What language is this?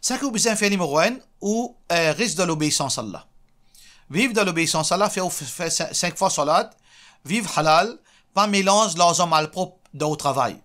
Morisyen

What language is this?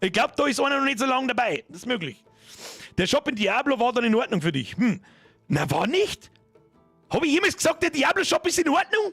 Bavarian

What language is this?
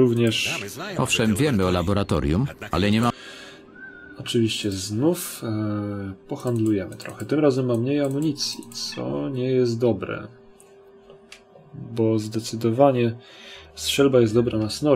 Polish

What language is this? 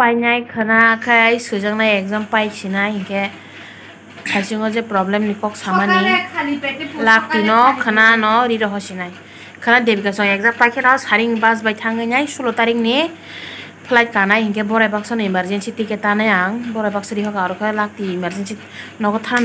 Kok Borok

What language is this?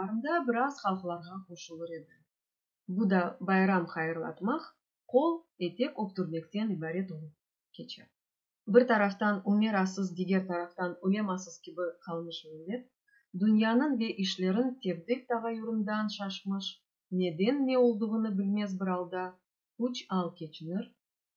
Crimean Tatar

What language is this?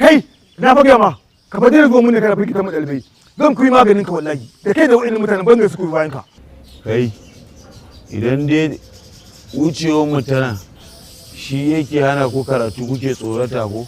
Hausa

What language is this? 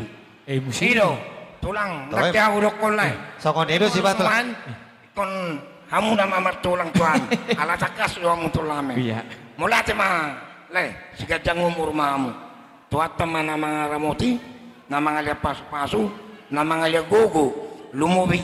Batak Toba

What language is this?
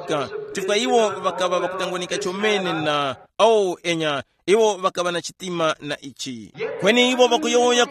Tumbuka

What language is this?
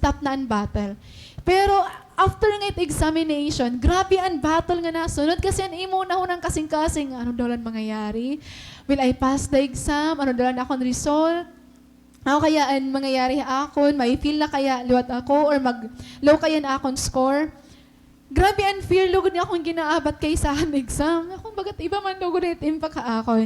Waray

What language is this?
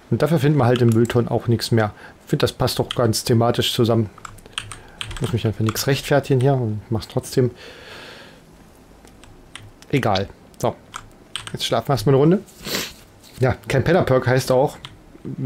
German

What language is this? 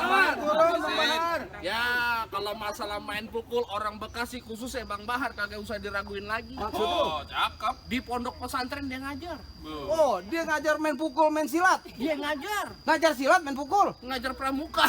Betawi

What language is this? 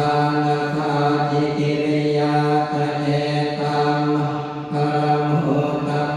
Pali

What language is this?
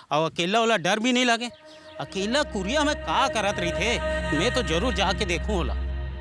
Chhattisgarhi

